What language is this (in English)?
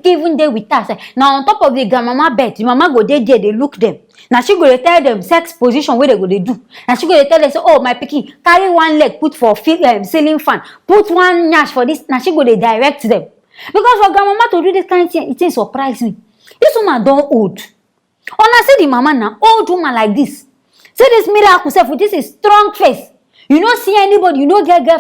Nigerian Pidgin